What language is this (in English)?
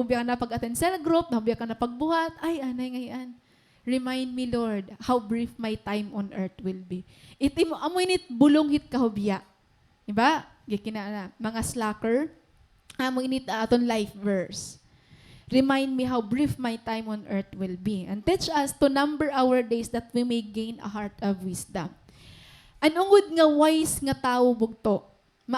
Waray